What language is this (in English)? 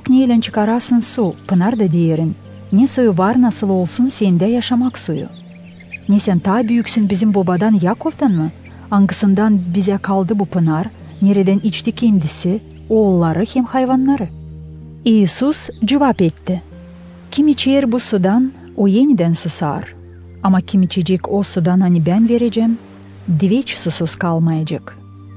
Gagauz